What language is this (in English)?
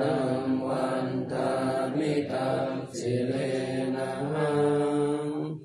Pali